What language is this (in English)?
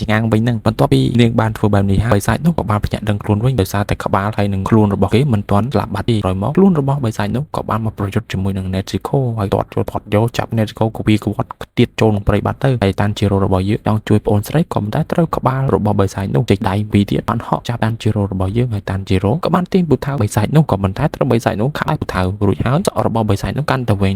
Khmer